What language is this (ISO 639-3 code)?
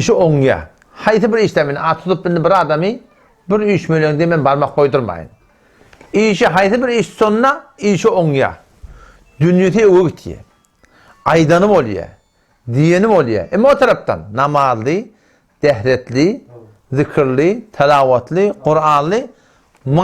tuk